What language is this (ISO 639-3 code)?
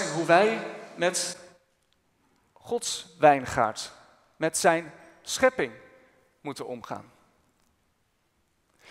nld